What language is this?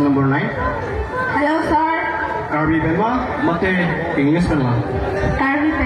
Karbi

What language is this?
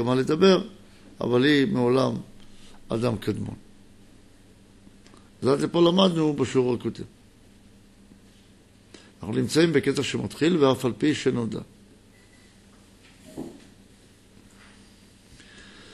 Hebrew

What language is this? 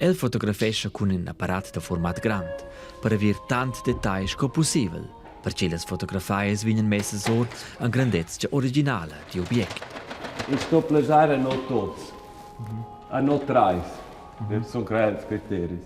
Romansh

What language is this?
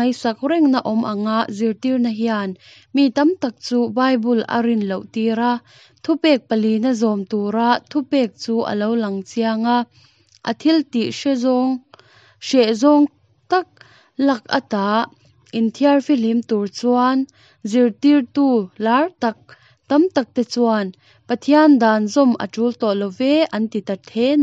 Mizo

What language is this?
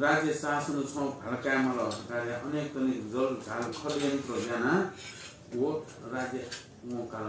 Newari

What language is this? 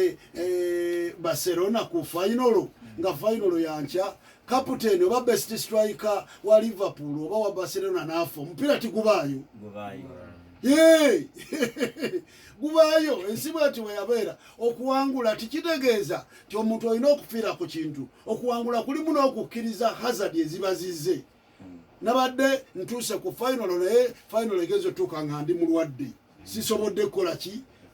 Ganda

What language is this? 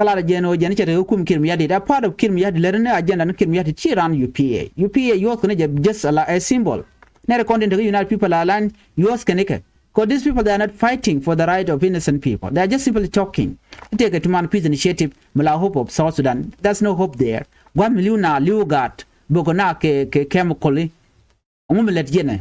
Nuer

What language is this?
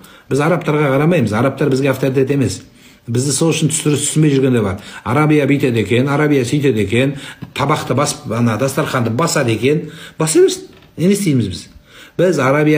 Kazakh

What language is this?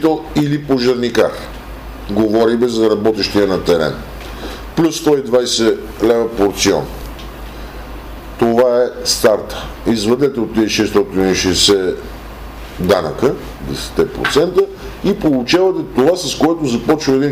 Bulgarian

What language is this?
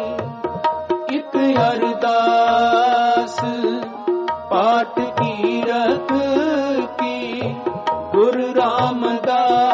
Punjabi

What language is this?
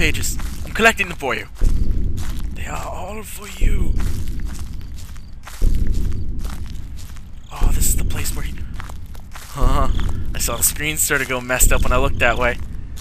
English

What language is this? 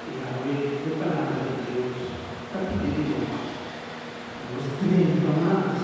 Papiamento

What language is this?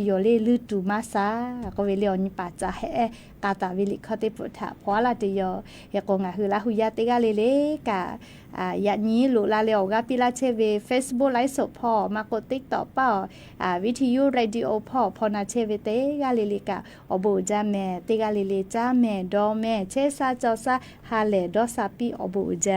Lahu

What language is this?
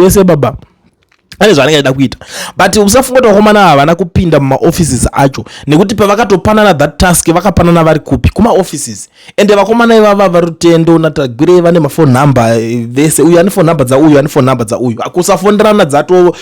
Shona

